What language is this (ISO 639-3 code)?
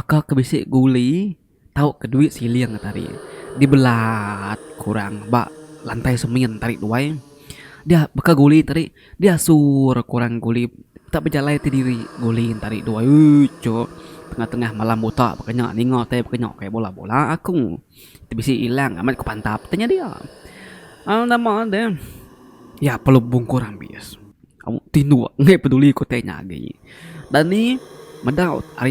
iba